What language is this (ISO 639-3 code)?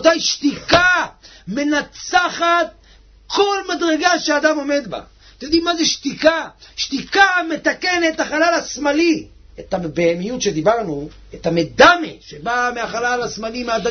heb